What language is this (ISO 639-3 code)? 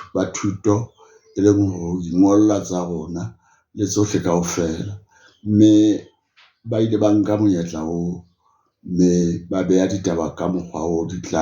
sot